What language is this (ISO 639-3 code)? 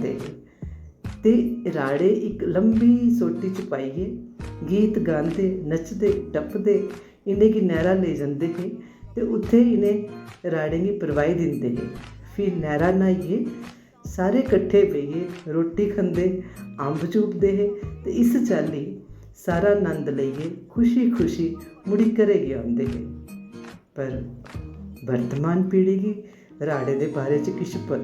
doi